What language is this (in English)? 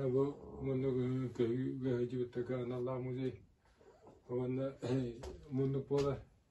Yakut